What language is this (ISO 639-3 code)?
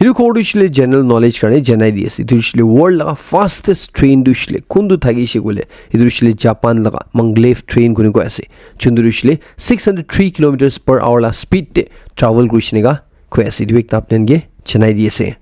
nag